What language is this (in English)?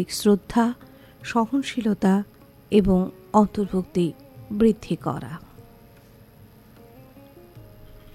Bangla